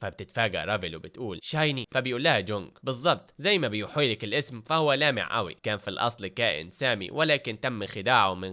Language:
Egyptian Arabic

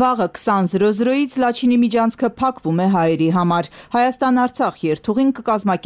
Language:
Armenian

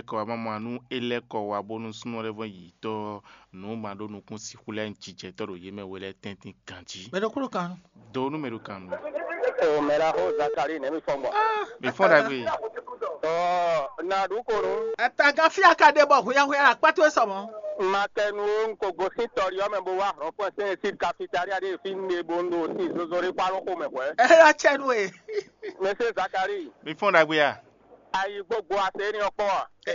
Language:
Fon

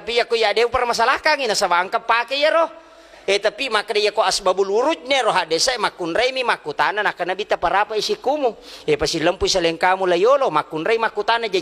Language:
Buginese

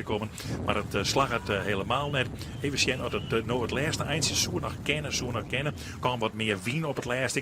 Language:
Western Frisian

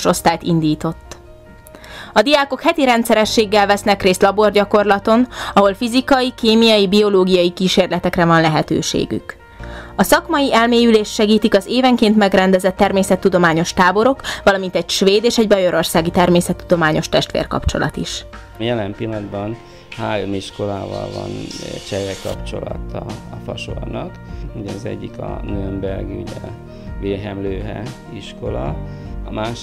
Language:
Hungarian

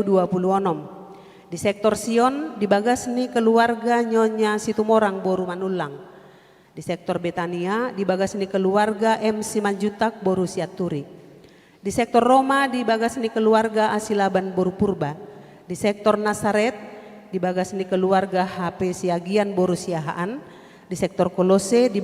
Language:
Batak Toba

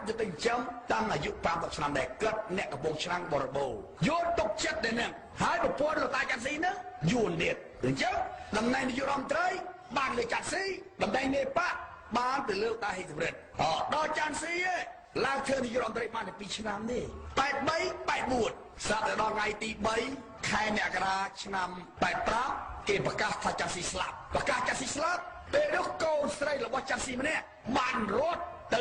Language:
Khmer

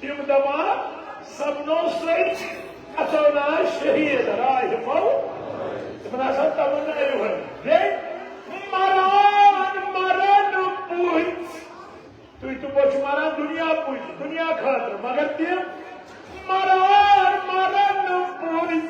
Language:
Kashmiri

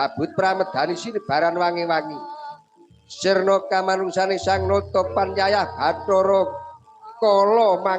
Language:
Javanese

